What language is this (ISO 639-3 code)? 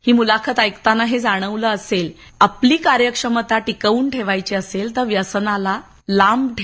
mar